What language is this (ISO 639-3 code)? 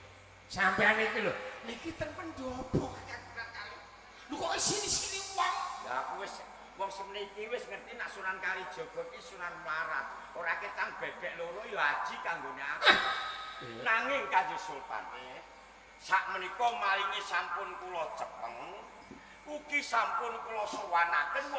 jav